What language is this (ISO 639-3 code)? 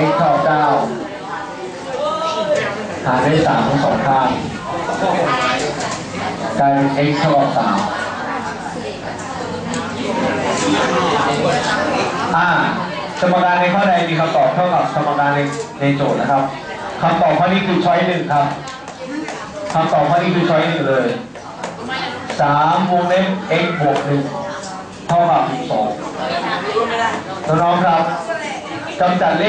tha